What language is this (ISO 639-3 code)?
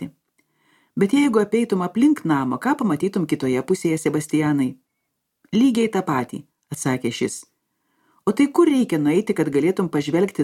lit